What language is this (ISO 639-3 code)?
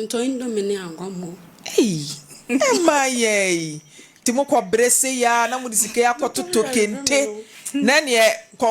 aka